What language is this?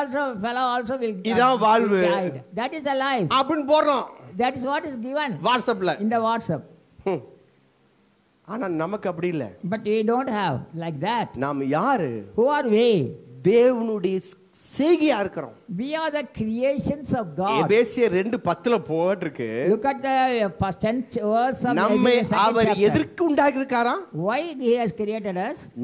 Tamil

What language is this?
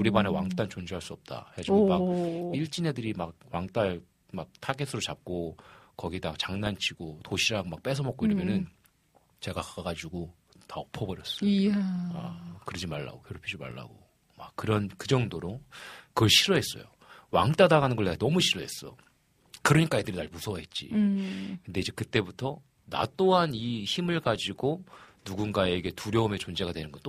Korean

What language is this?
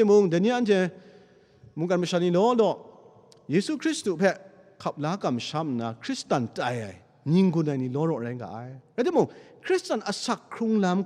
Kachin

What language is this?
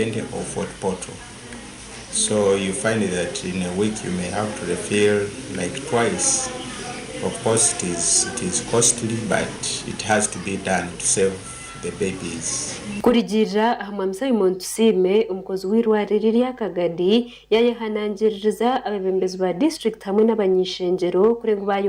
Nyankole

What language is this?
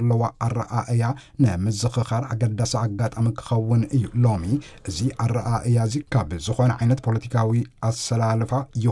Tigrinya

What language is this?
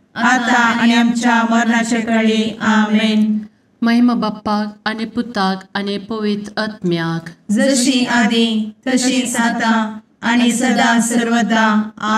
Konkani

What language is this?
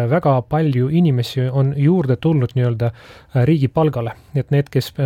Estonian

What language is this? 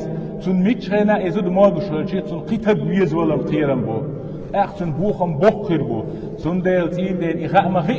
Chechen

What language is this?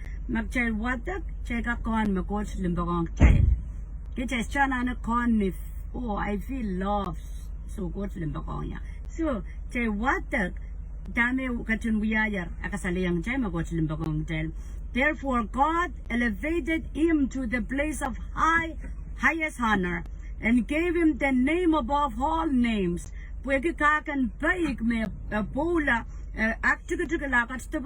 Pohnpeian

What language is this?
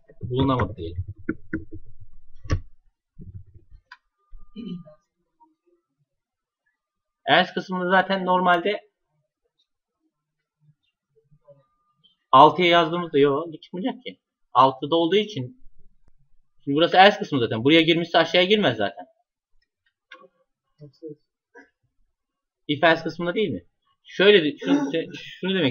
Turkish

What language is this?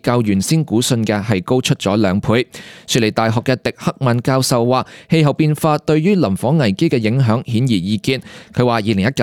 Cantonese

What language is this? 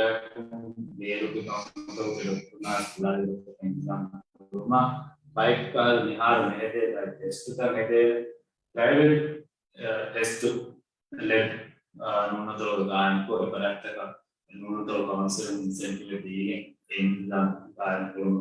Divehi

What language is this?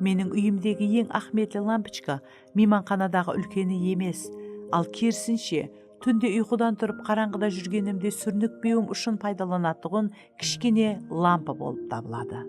Kara-Kalpak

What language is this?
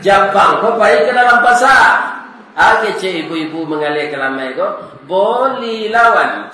Minangkabau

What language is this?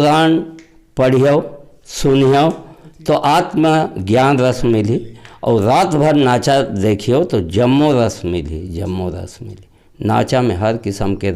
Chhattisgarhi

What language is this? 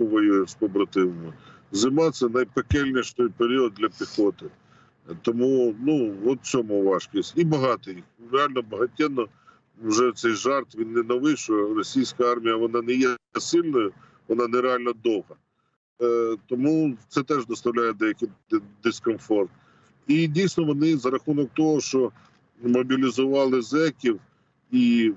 Ukrainian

